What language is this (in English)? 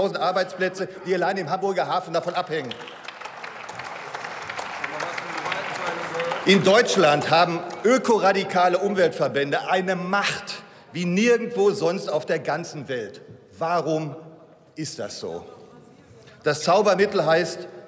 German